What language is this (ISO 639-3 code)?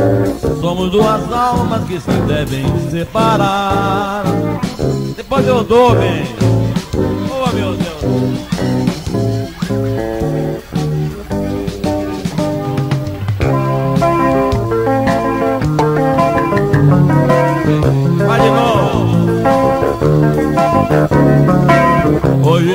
por